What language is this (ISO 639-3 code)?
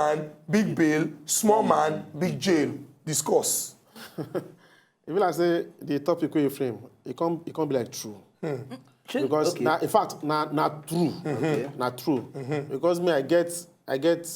pcm